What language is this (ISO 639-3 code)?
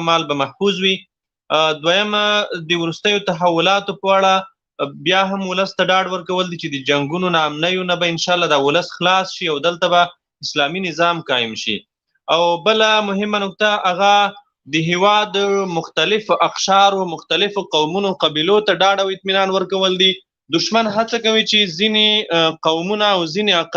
pus